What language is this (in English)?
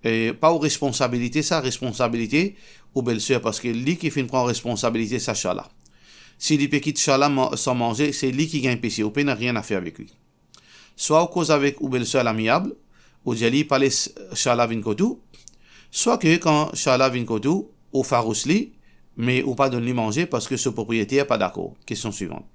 Morisyen